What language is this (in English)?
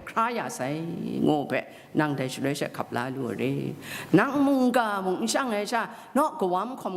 Kachin